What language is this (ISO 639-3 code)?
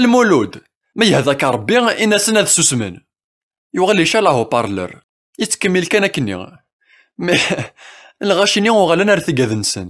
kab